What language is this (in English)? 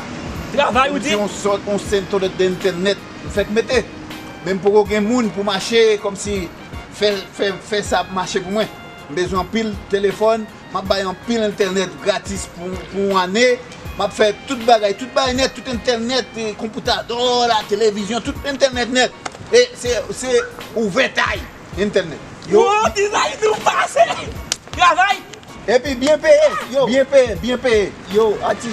Haitian Creole